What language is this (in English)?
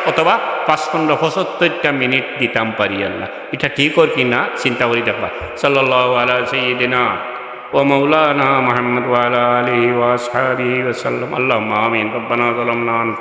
Sylheti